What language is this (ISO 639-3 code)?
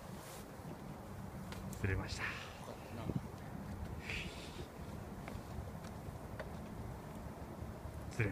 jpn